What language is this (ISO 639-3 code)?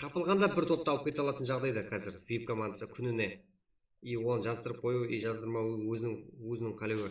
kaa